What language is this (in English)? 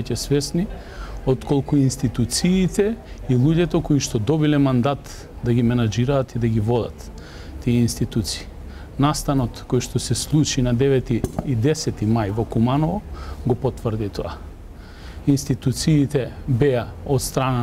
Macedonian